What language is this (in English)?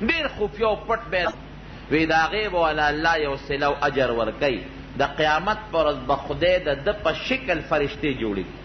Pashto